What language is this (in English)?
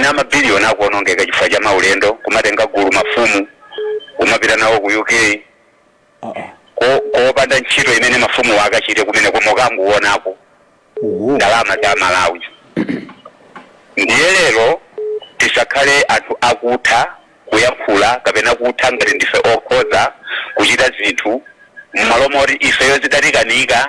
Nyanja